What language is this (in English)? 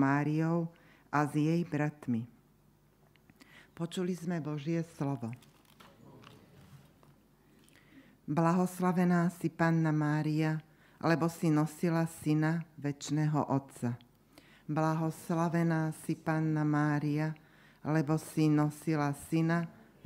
Slovak